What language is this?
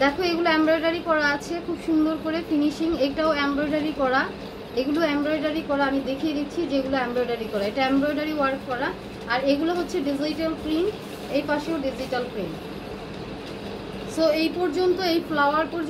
Bangla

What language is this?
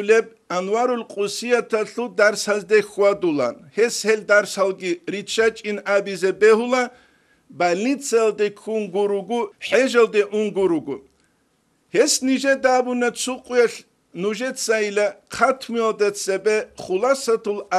Avaric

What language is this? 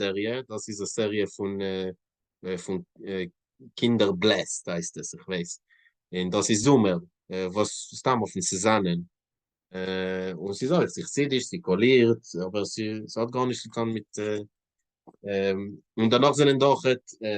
Yiddish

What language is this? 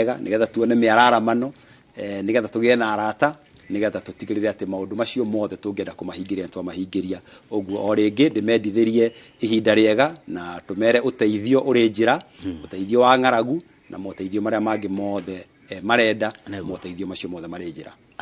Kikuyu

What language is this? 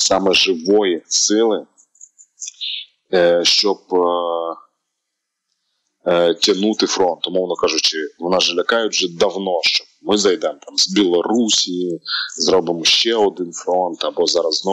Ukrainian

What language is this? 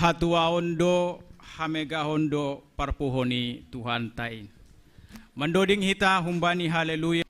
Batak Simalungun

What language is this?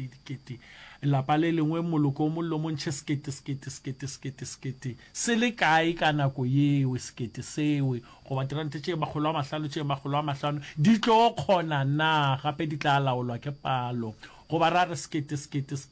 Northern Sotho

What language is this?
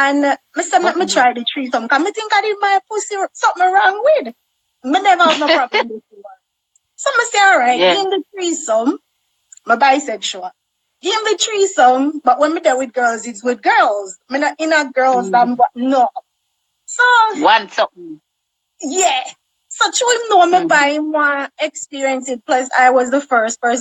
Jamaican Creole English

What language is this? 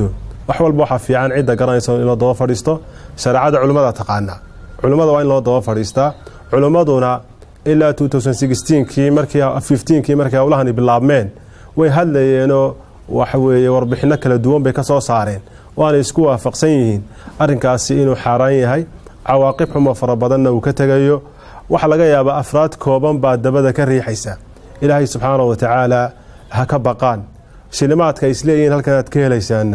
Somali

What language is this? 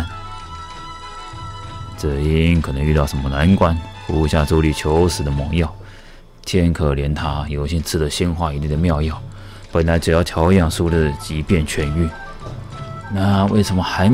Chinese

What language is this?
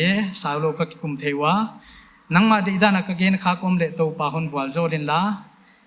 Paite Chin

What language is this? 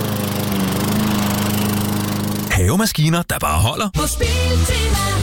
Danish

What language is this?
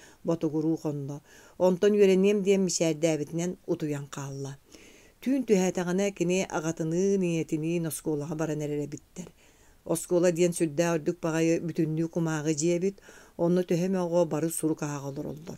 Yakut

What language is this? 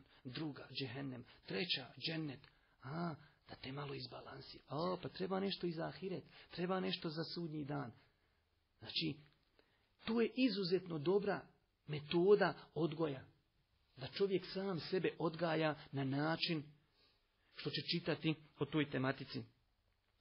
Bosnian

